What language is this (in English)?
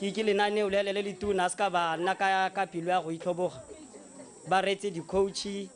Tswana